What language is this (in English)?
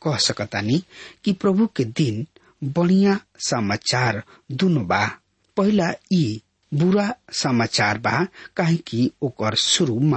Bhojpuri